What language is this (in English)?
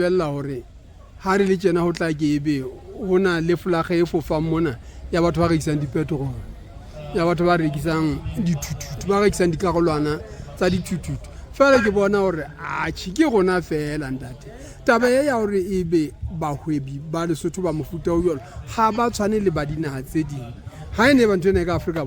Southern Sotho